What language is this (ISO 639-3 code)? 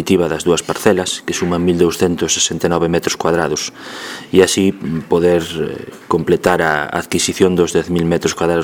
glg